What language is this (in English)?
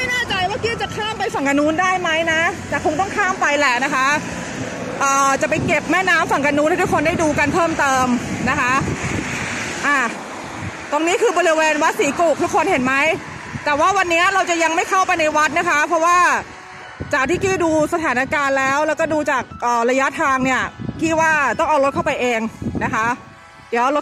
Thai